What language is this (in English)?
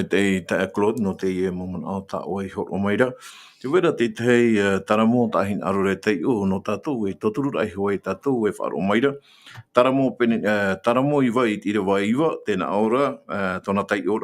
Tahitian